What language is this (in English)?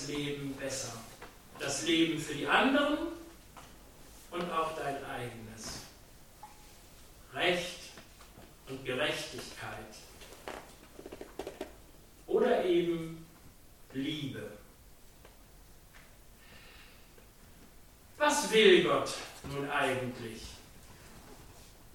German